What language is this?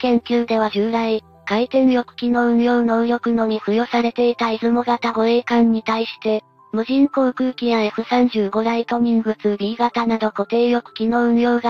Japanese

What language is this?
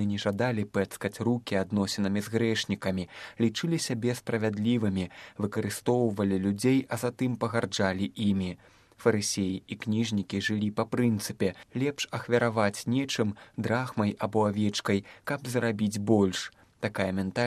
Belarusian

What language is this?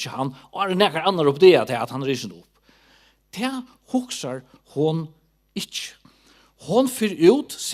Faroese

